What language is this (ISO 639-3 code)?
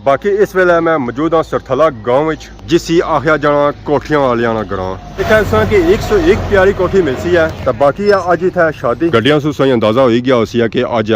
phr